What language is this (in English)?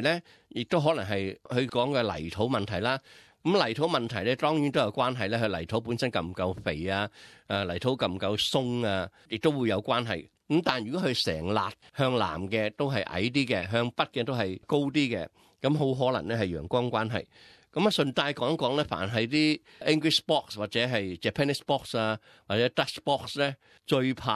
Cantonese